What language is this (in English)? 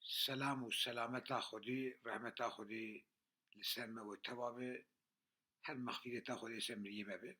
Kurdish